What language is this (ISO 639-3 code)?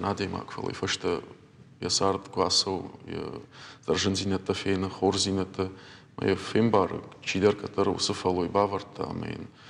oss